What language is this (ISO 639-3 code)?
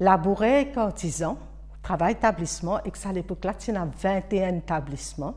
mfe